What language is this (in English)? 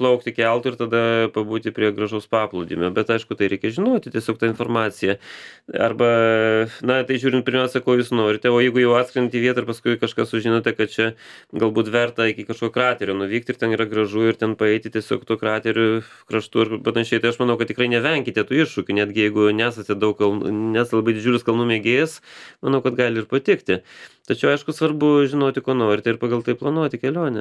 Lithuanian